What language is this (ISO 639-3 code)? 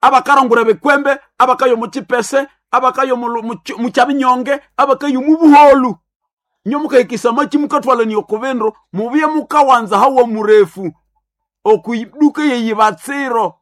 nnb